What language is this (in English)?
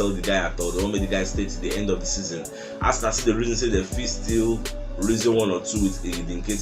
Nigerian Pidgin